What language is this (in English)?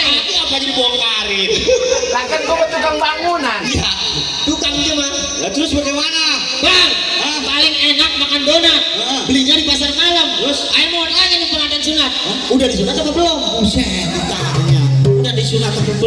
Betawi